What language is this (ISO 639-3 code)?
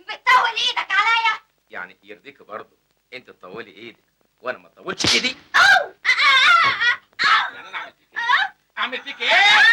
arz